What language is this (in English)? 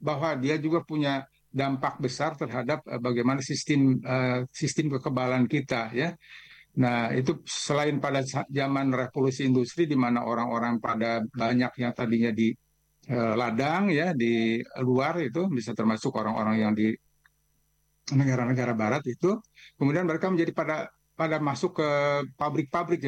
Indonesian